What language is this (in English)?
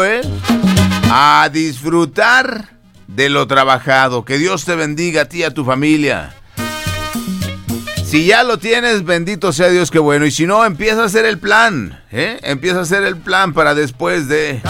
Spanish